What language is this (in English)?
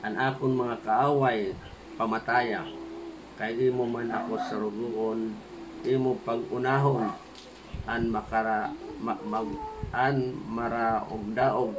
Waray